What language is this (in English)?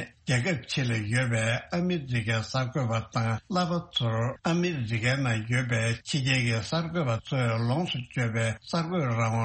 Tibetan